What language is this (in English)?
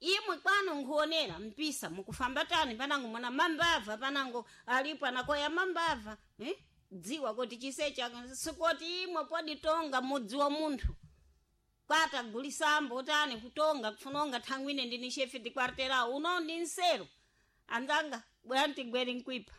Sena